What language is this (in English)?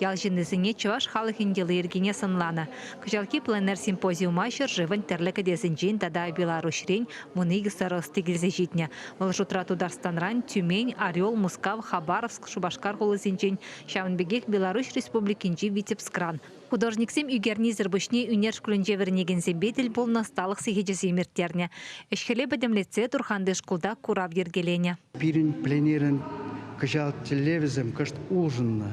Chuvash